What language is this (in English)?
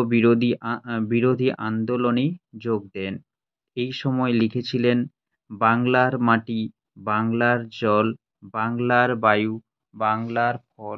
Bangla